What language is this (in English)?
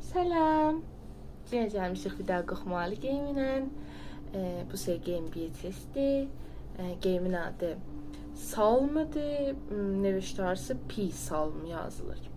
South Azerbaijani